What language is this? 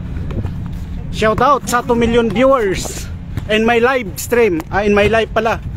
Filipino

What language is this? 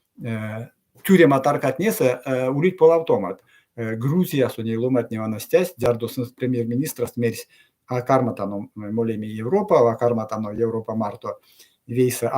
Erzya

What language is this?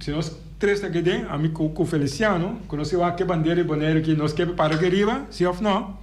Papiamento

